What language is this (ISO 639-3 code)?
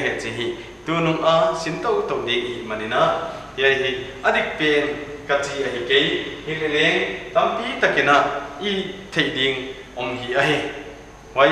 pck